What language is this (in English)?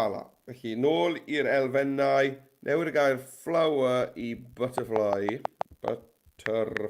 Welsh